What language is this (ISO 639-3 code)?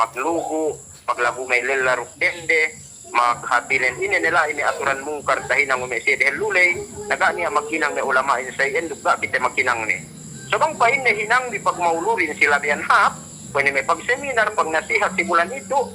yka